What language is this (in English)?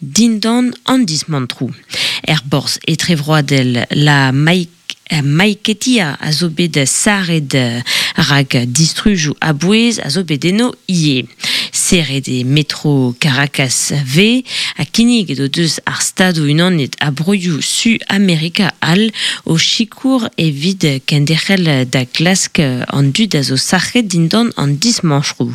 Breton